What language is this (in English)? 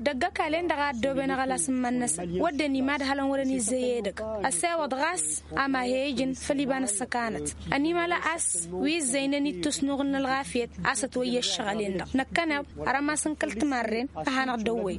Tamasheq